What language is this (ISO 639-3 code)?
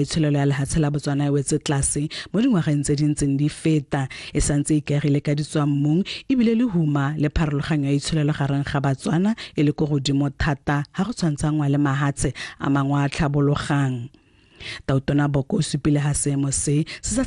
tsn